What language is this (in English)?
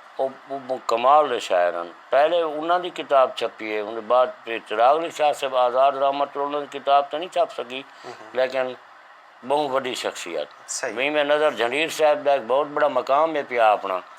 Saraiki